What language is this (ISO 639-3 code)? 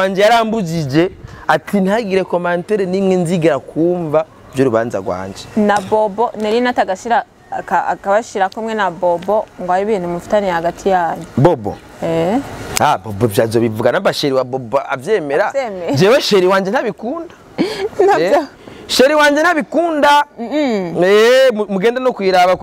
run